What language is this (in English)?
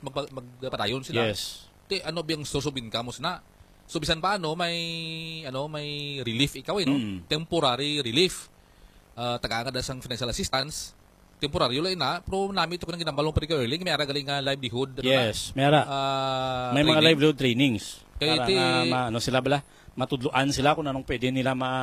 Hiligaynon